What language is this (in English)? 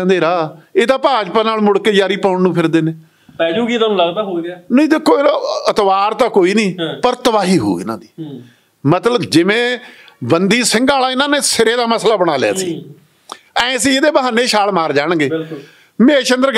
Punjabi